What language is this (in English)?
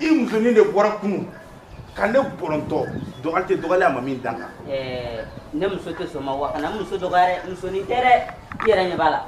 Bambara